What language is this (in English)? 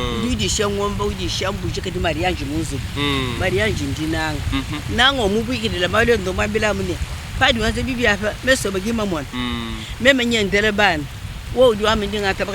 Luba-Lulua